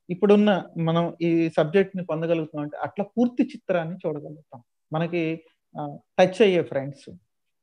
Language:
Telugu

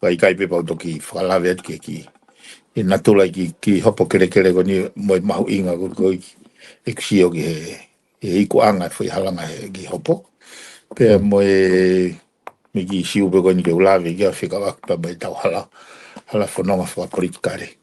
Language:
Tongan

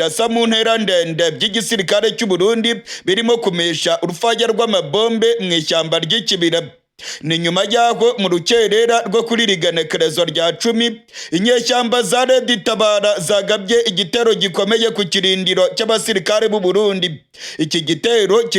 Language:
Rundi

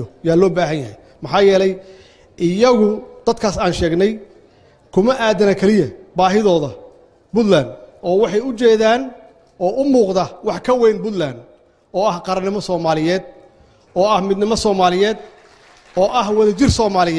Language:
Somali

